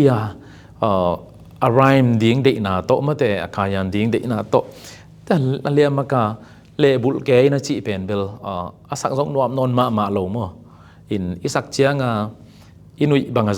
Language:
Tedim Chin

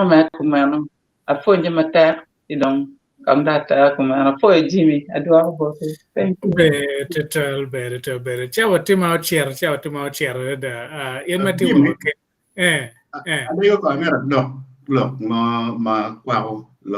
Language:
Acoli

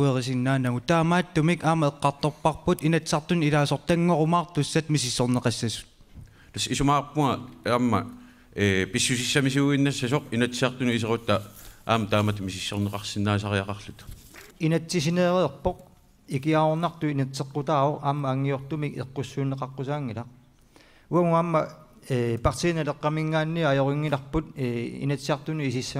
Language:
Kalaallisut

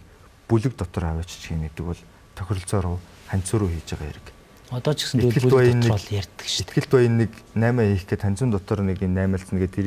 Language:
Mongolian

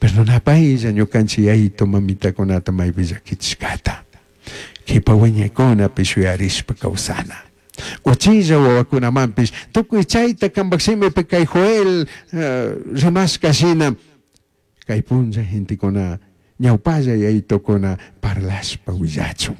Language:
Chimborazo Highland Quichua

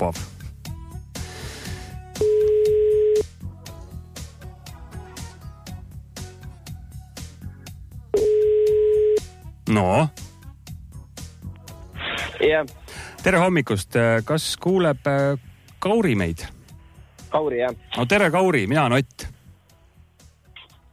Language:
Estonian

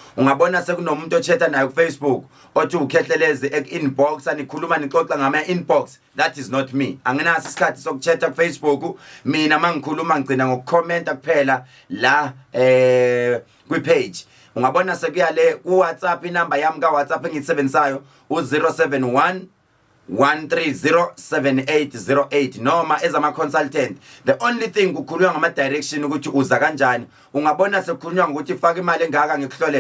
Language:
Zulu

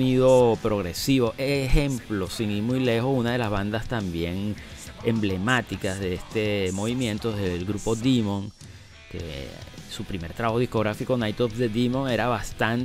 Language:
Spanish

